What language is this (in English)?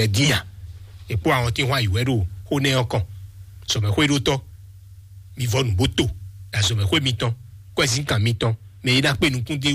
Fon